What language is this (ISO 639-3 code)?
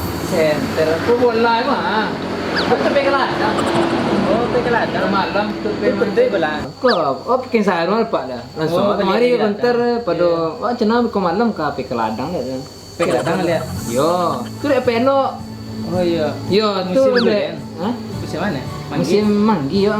min